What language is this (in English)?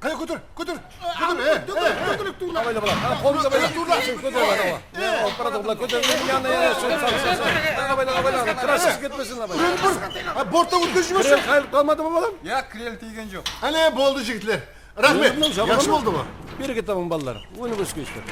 Kara-Kalpak